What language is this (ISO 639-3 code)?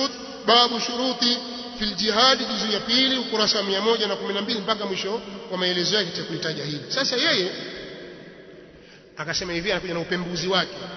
swa